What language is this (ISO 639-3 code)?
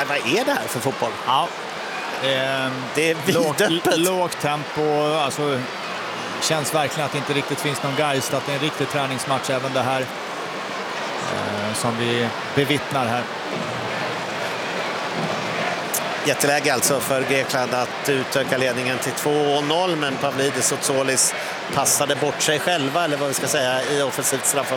swe